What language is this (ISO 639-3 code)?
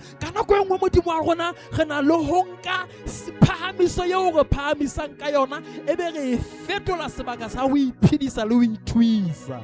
sot